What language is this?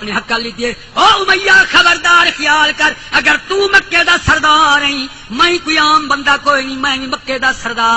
Saraiki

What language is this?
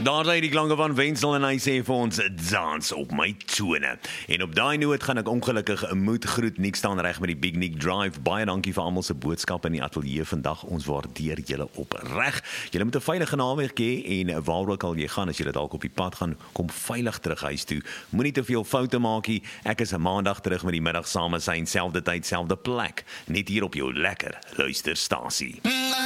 Afrikaans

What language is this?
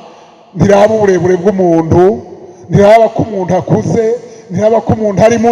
Rundi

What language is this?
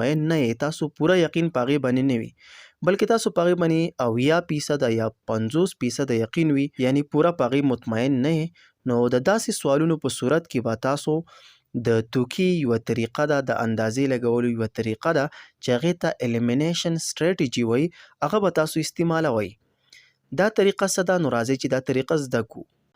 Pashto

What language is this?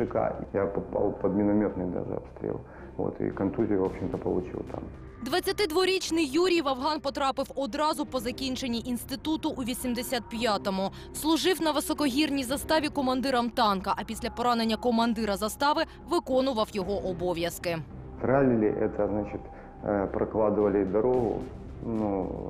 Ukrainian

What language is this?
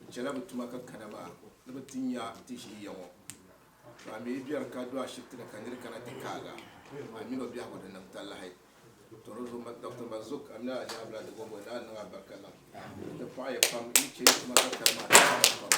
Dagbani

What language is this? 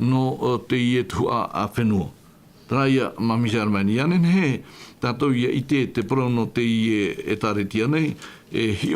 Tahitian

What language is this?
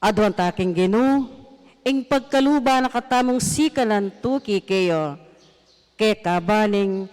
Pampanga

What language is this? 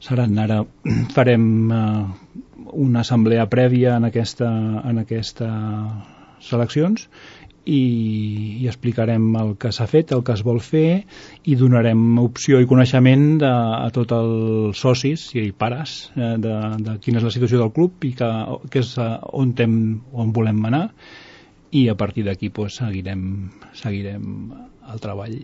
Catalan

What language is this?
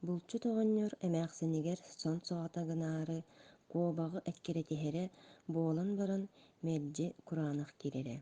Yakut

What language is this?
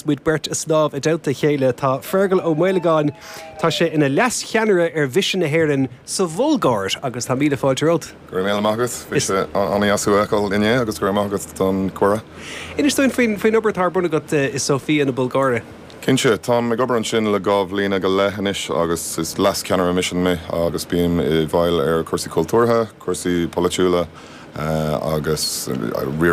Irish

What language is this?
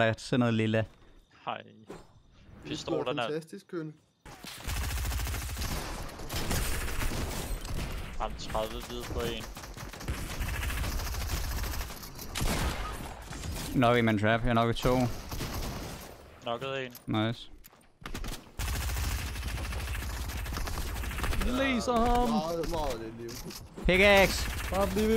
Danish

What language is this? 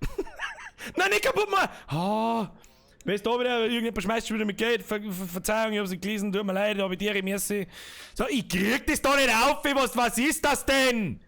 Bavarian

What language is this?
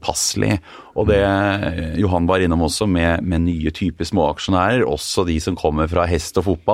Norwegian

